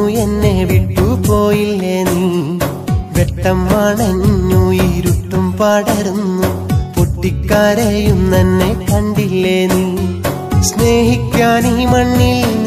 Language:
Malayalam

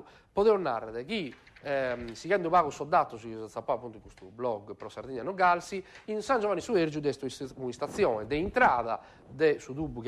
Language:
Sardinian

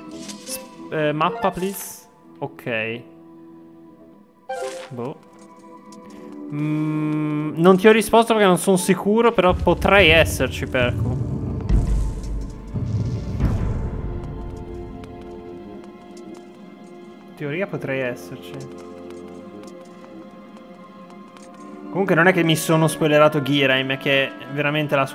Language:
Italian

